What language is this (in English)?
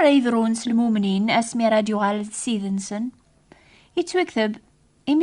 Kabyle